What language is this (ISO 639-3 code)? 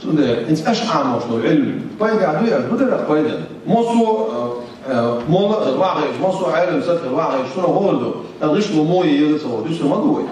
che